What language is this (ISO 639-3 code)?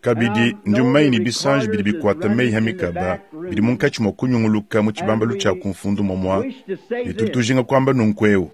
lua